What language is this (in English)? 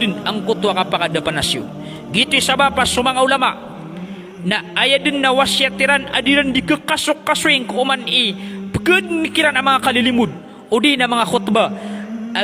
Maranao